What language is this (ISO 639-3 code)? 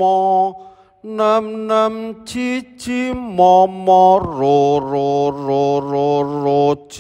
jav